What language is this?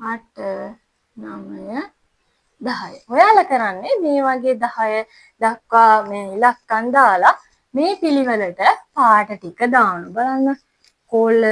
Sinhala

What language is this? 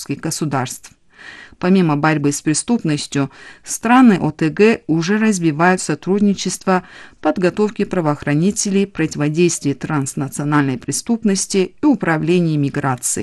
Russian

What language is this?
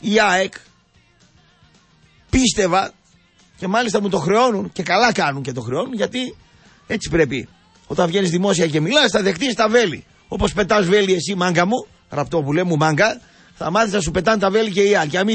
Greek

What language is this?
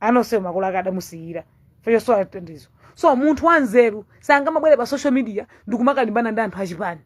Nyanja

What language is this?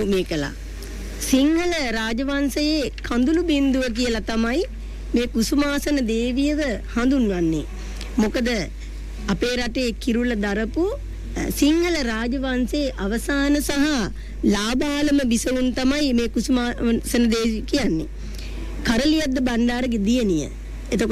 Sinhala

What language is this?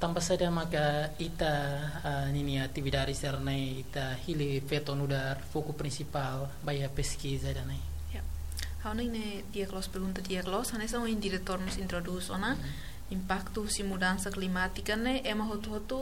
Tetum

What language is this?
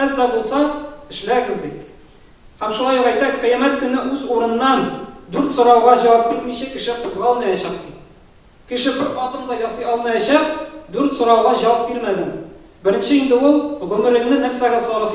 Tatar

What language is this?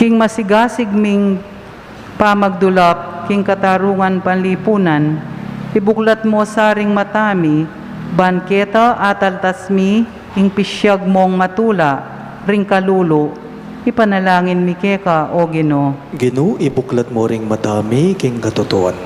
Pampanga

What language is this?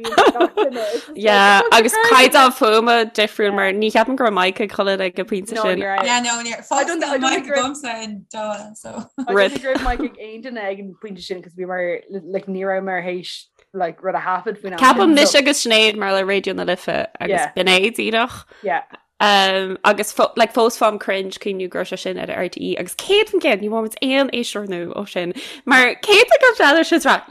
Irish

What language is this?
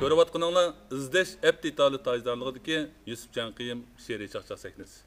Uyghur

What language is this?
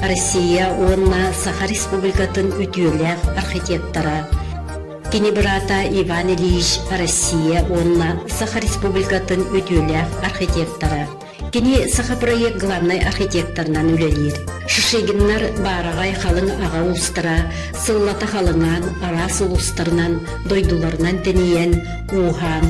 Yakut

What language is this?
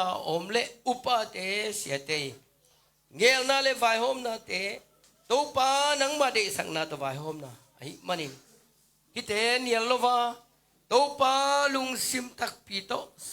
Tedim Chin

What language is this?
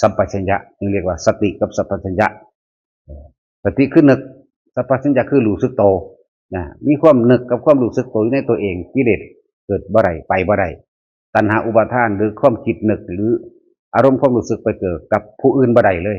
Northeastern Thai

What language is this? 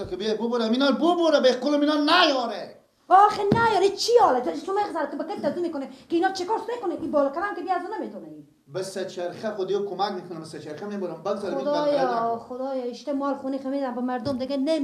Persian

